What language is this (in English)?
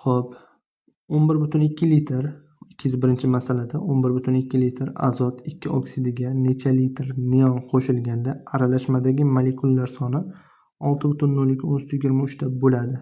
Uzbek